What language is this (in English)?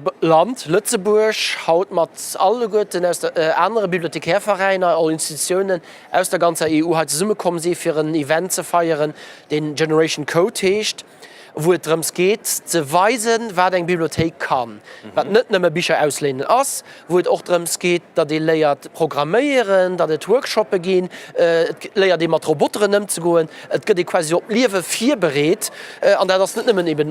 Luxembourgish